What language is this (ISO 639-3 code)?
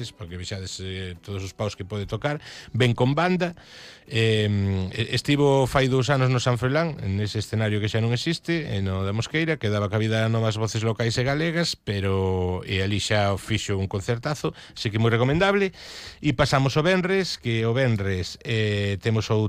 glg